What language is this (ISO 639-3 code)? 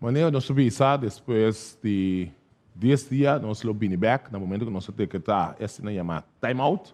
pap